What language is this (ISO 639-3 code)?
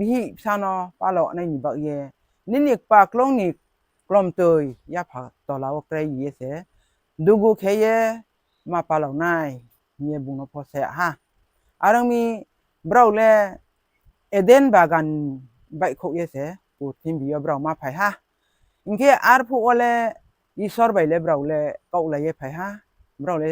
ria